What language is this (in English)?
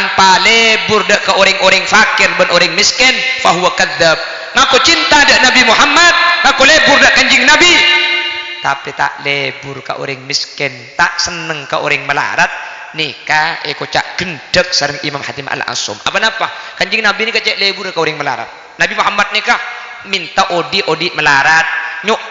Madurese